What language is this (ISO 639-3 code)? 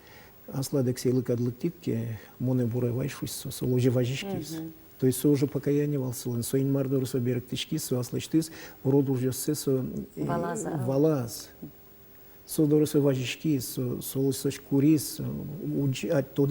udm